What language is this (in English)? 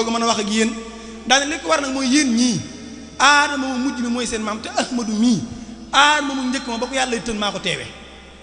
Wolof